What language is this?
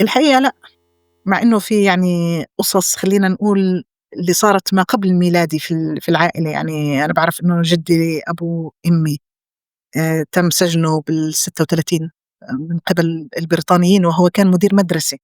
North Levantine Arabic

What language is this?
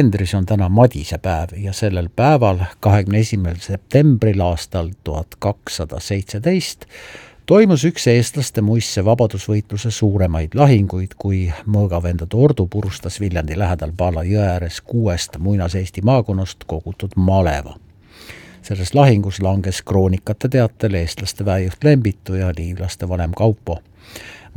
Estonian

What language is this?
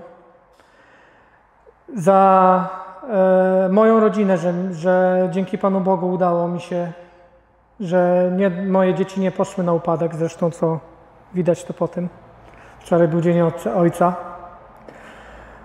Polish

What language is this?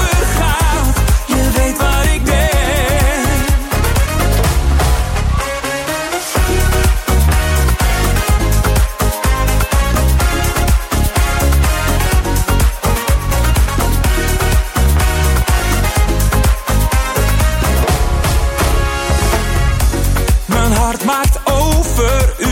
Dutch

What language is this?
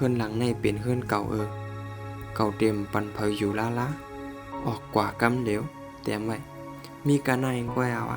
Shan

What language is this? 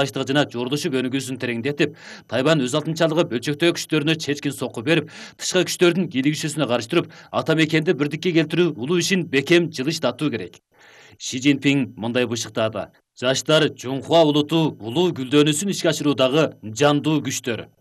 Kyrgyz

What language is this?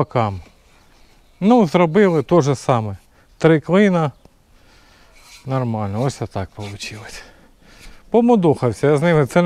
Ukrainian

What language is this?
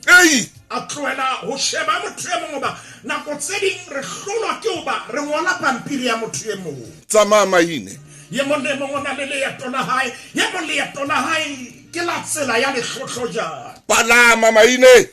Southern Sotho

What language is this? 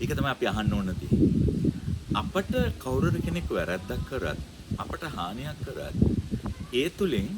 Sinhala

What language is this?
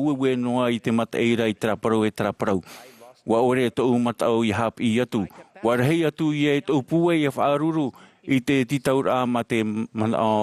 Tahitian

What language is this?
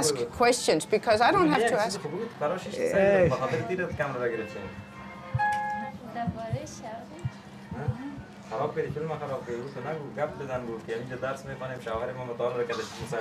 Dutch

